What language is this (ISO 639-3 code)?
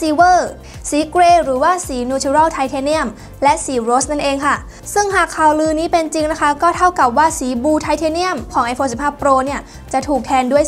tha